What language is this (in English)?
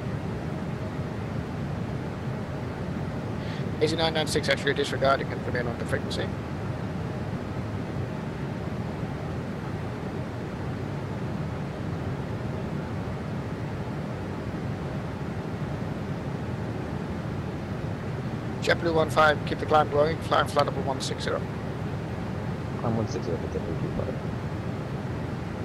English